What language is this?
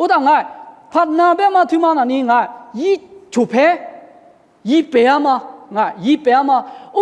Lisu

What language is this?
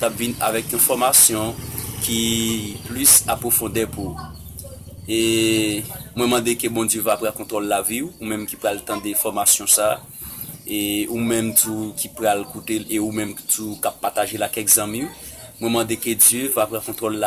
Haitian Creole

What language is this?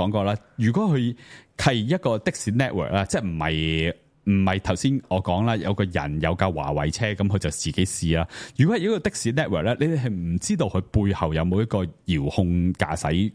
Cantonese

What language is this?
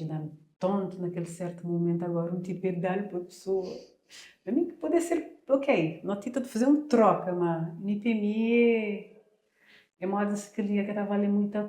Kabuverdianu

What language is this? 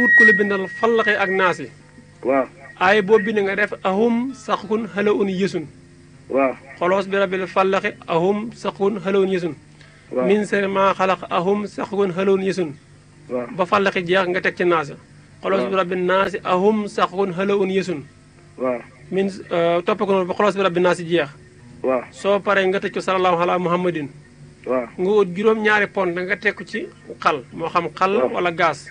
Wolof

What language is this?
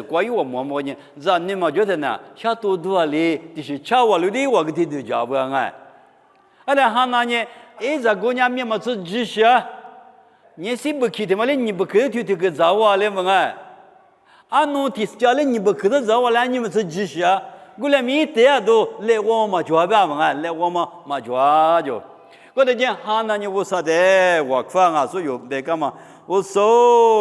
Lisu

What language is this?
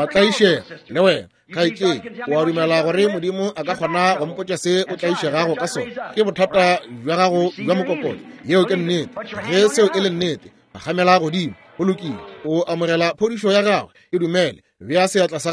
Northern Sotho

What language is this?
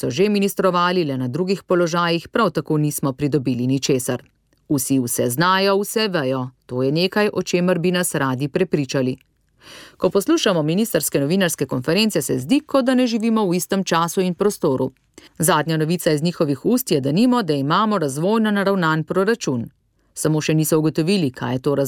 Slovenian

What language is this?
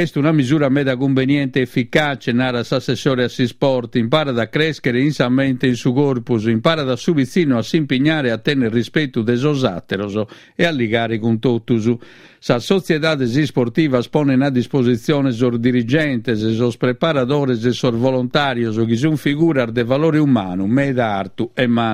Sardinian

